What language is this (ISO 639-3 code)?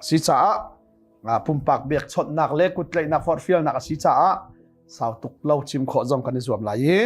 cnh